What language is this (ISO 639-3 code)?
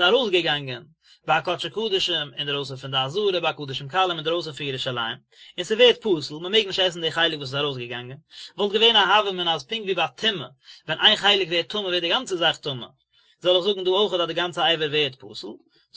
yid